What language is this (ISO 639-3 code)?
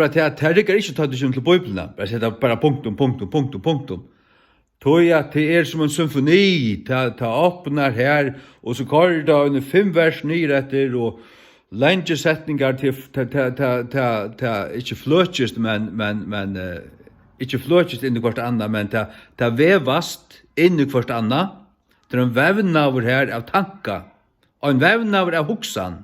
fao